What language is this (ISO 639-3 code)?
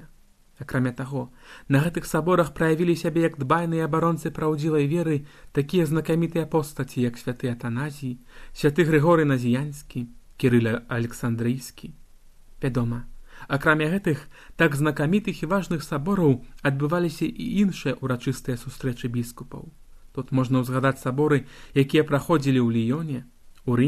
bel